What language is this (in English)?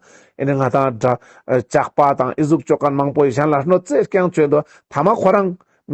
Ladakhi